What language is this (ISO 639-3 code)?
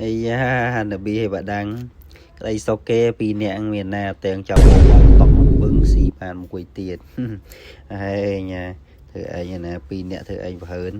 khm